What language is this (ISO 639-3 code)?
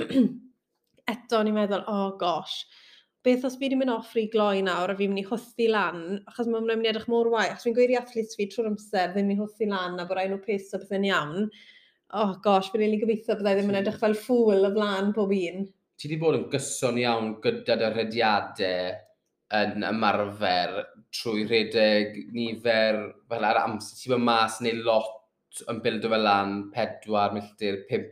cym